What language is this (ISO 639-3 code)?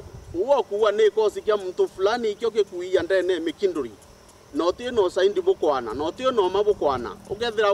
mer